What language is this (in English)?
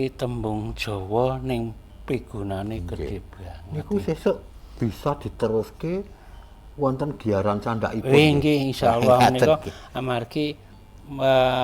Javanese